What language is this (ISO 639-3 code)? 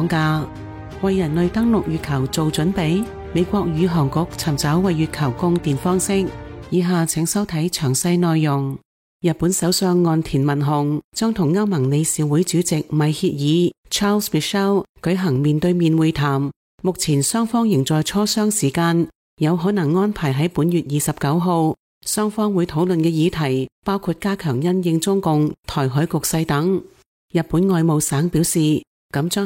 yue